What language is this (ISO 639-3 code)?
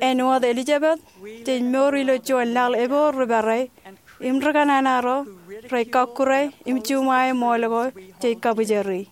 mah